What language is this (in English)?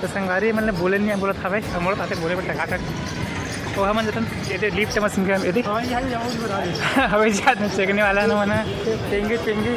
Chhattisgarhi